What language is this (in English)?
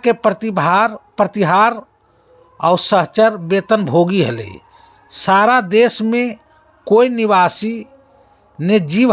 Magahi